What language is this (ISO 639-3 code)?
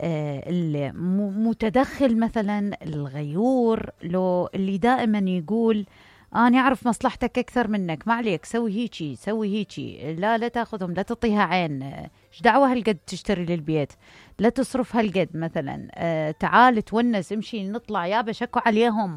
acm